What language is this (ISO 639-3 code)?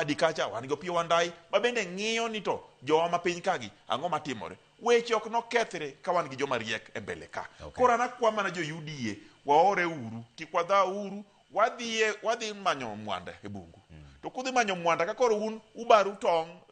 luo